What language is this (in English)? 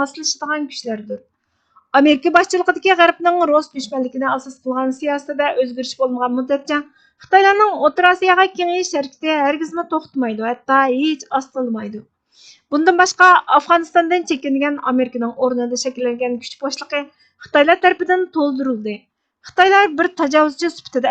Uyghur